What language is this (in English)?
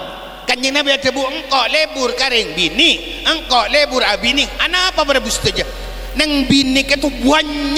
Madurese